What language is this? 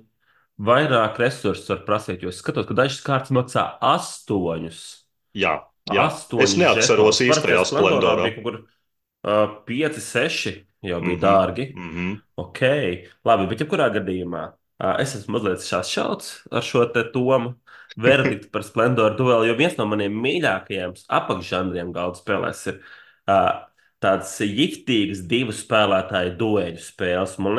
Latvian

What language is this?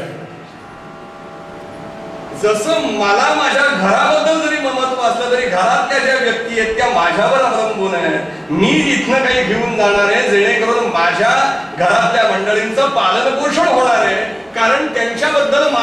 Marathi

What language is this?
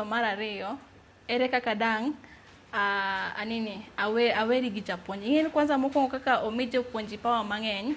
Luo (Kenya and Tanzania)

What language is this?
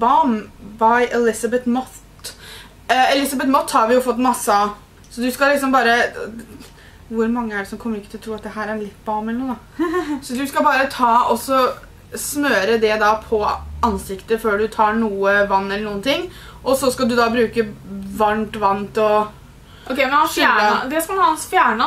Norwegian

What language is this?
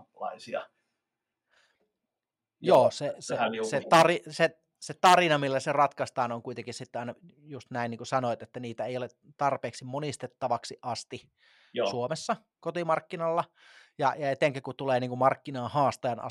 Finnish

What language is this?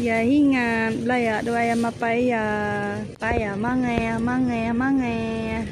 Iban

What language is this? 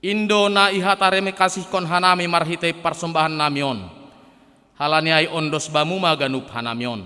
Batak Simalungun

